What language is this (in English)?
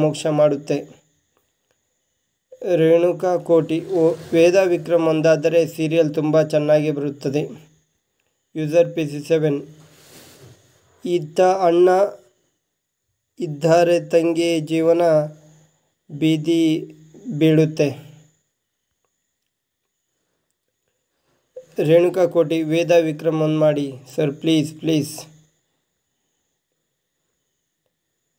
Kannada